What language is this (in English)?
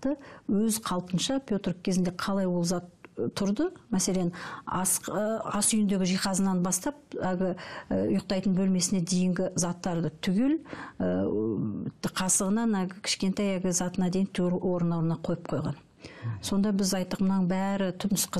Kazakh